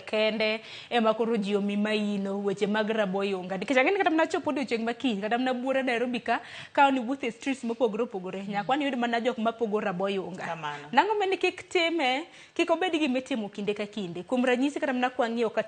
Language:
Luo (Kenya and Tanzania)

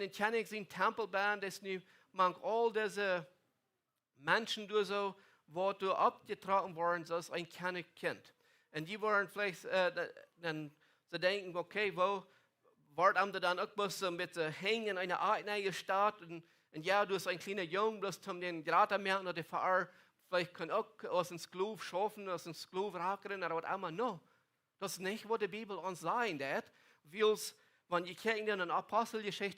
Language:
Plautdietsch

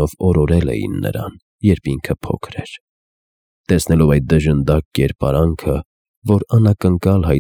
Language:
Armenian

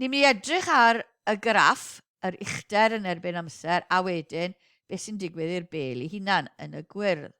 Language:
Welsh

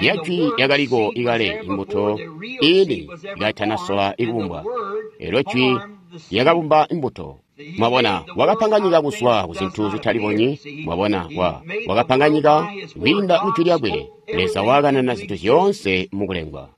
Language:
Tonga (Zambia)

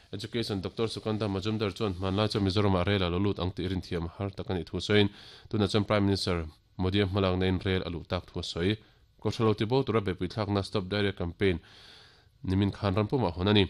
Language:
Mizo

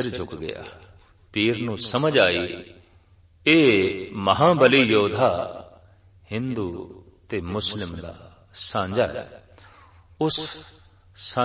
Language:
Punjabi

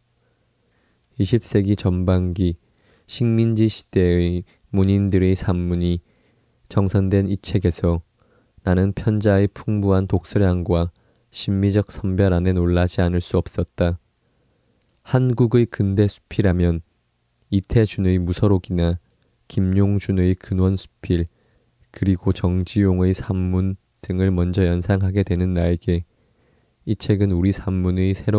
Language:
Korean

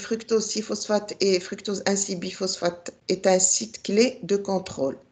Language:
French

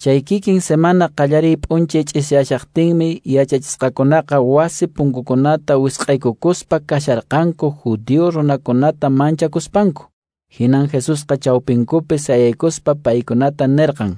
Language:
Quechua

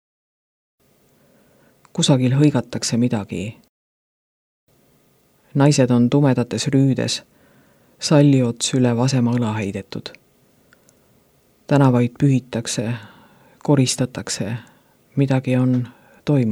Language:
Estonian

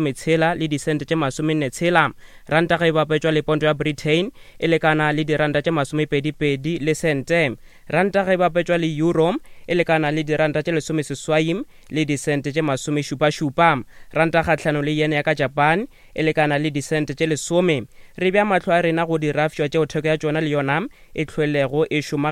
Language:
Northern Sotho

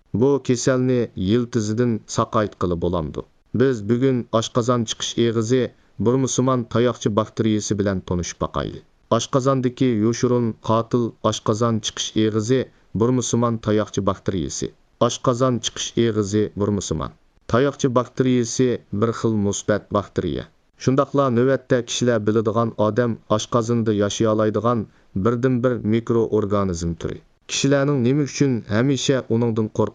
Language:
Uyghur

